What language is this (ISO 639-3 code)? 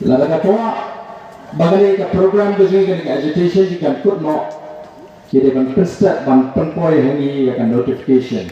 kha